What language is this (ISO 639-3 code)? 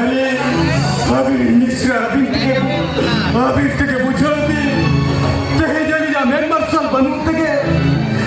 sat